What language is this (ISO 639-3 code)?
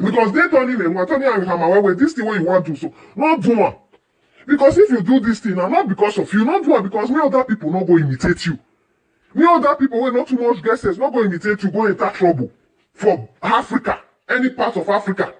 pcm